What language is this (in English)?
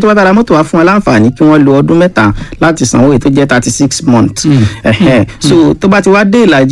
Yoruba